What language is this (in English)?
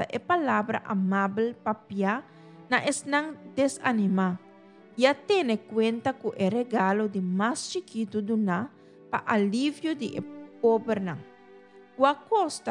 Papiamento